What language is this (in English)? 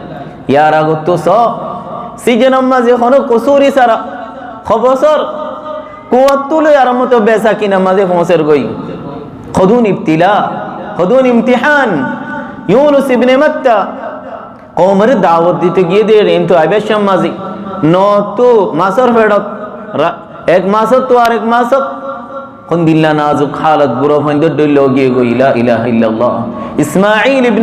Rohingya